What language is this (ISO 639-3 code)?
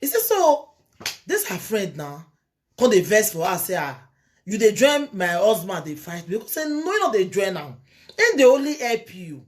pcm